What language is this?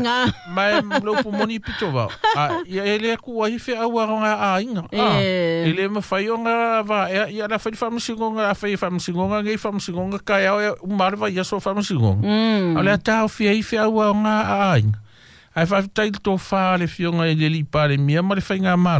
Samoan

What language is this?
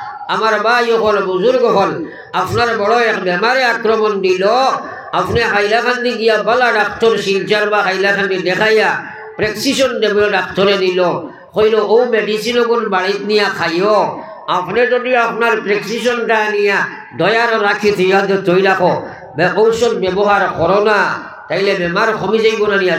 Sylheti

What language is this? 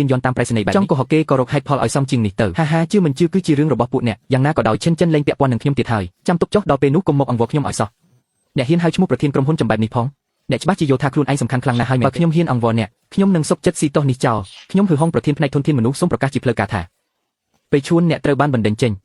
Khmer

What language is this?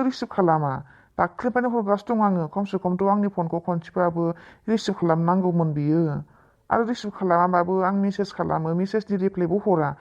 Bodo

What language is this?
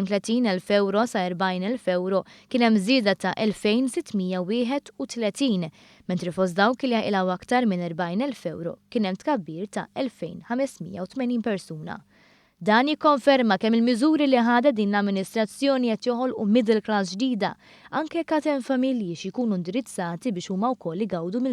Maltese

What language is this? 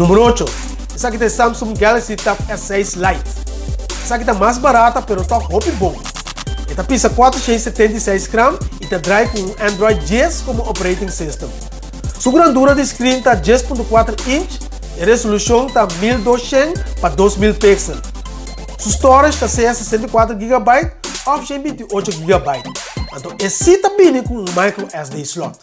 Papiamento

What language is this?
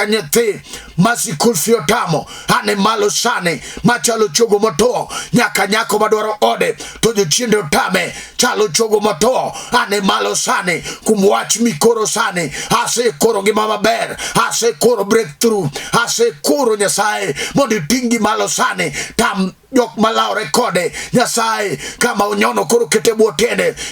Luo (Kenya and Tanzania)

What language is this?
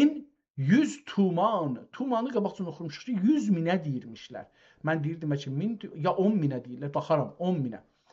South Azerbaijani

